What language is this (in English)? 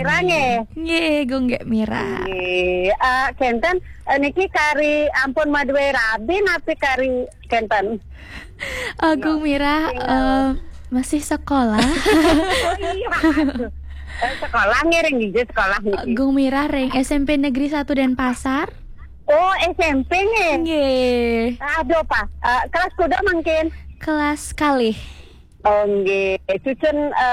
Balinese